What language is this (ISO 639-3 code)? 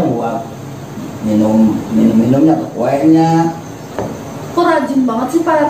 bew